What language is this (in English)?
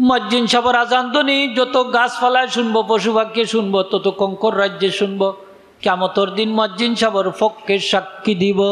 Sylheti